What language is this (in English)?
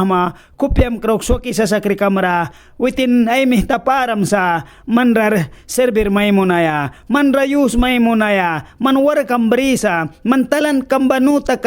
Mískito